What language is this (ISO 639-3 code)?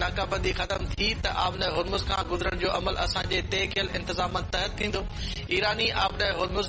snd